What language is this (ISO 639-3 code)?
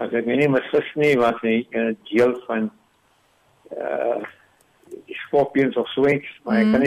afr